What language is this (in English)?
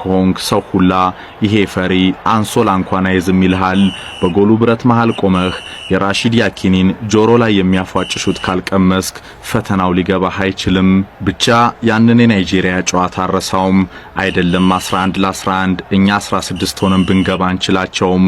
Amharic